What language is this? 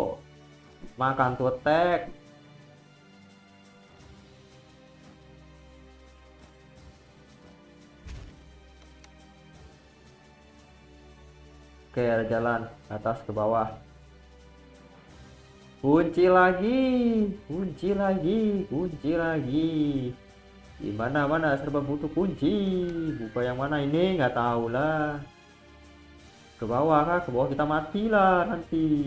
Indonesian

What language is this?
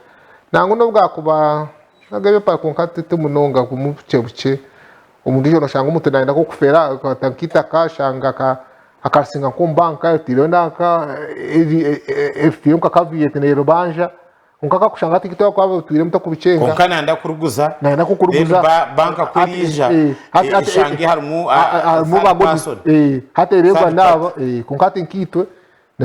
Nyankole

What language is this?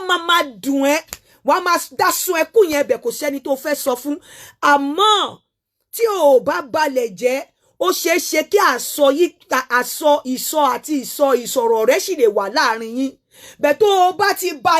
Yoruba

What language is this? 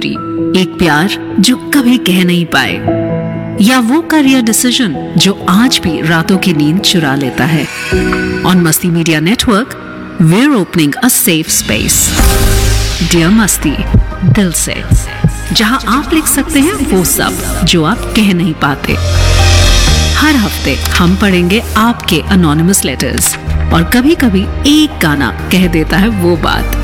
Hindi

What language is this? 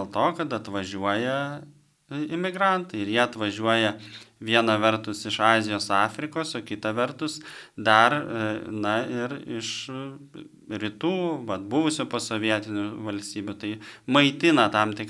Lithuanian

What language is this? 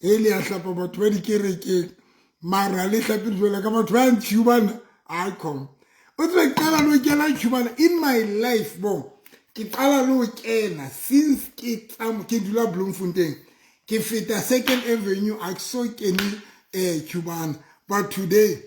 Southern Sotho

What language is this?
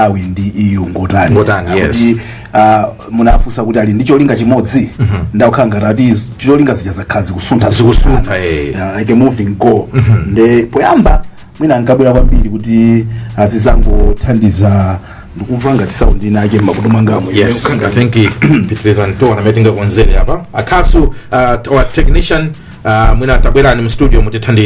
Nyanja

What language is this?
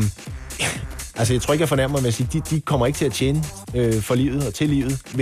Danish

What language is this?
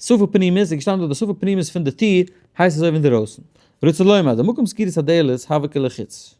Yiddish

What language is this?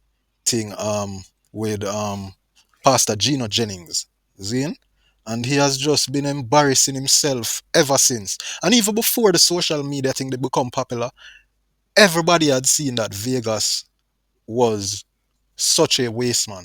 Jamaican Creole English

